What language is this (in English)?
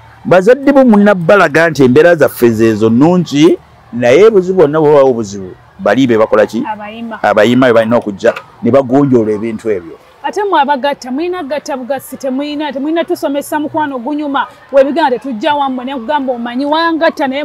Ganda